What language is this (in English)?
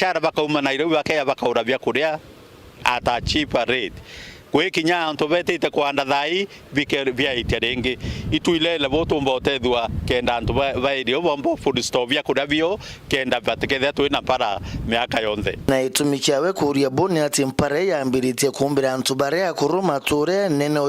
Meru